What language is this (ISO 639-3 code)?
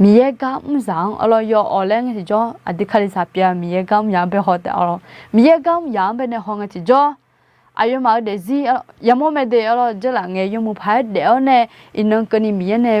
ahk